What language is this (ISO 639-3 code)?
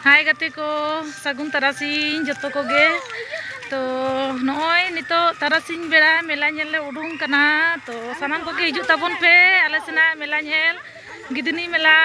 sat